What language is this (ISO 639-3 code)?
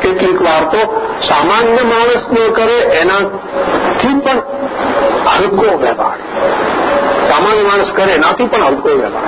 guj